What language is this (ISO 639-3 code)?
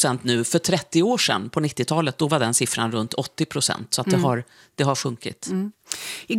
swe